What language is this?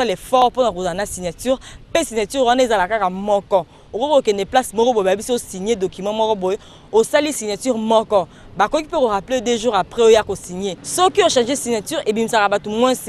Lingala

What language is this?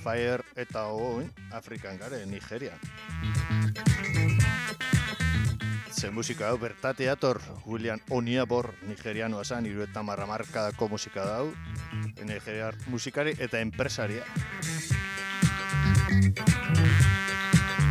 Basque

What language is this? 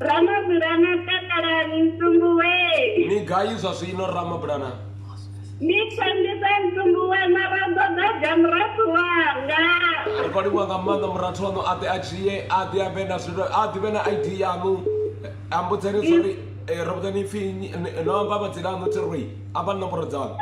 Venda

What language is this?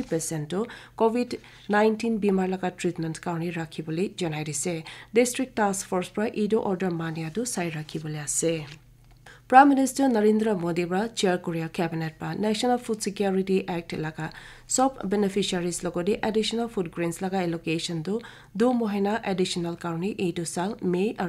Naga Pidgin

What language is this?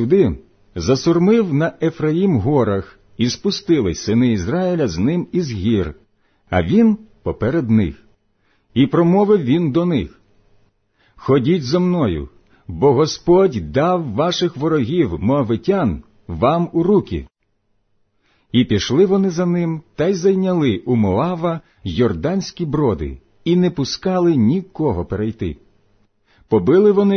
Ukrainian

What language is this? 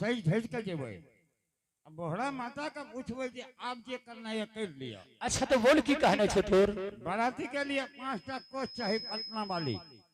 Angika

